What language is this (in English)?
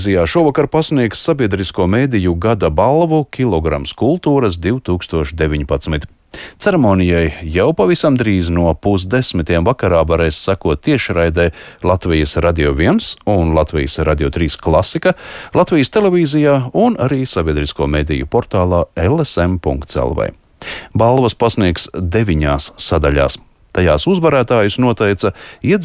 Latvian